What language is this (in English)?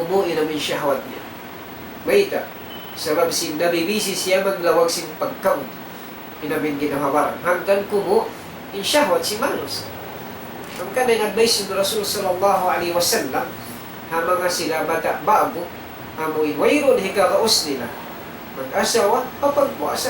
Tausug